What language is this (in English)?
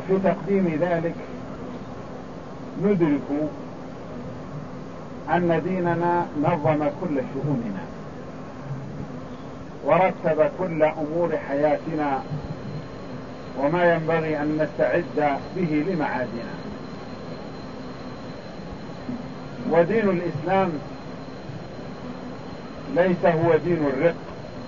Arabic